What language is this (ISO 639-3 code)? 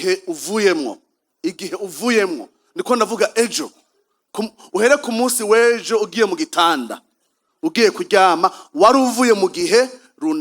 run